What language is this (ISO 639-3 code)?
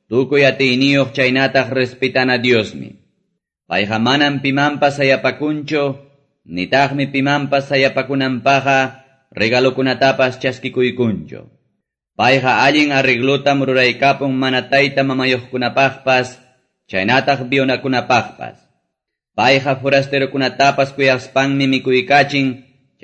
que